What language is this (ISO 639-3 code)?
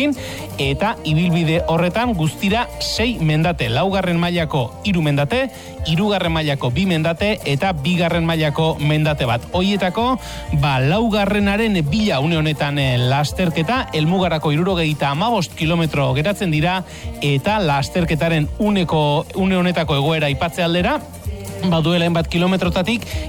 eus